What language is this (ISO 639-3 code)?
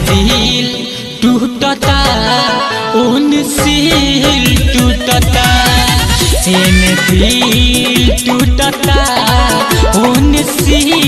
bho